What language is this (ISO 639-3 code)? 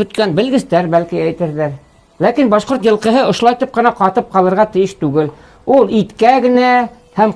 bak